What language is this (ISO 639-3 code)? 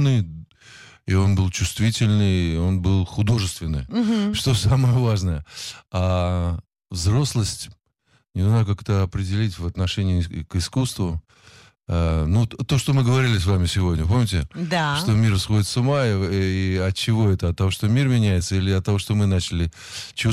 rus